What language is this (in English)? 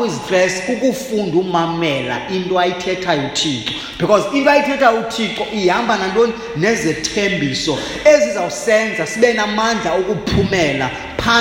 Xhosa